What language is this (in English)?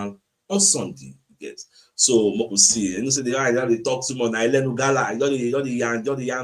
Nigerian Pidgin